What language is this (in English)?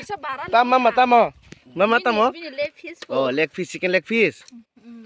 Kok Borok